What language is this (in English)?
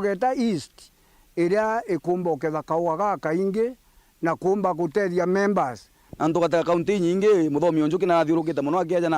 Meru